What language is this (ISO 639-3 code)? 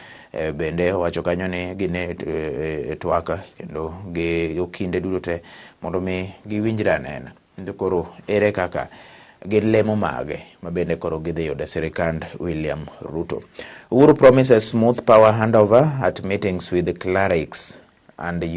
luo